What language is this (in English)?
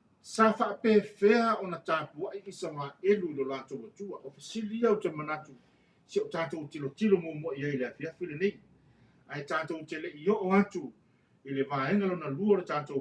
Samoan